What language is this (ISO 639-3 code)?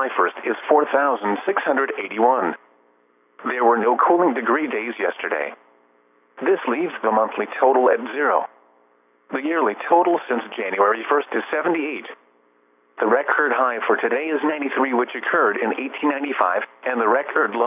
eng